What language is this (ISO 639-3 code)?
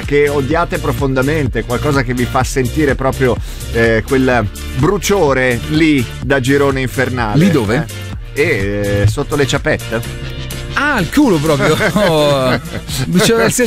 ita